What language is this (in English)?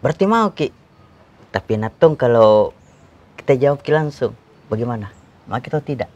Makassar Malay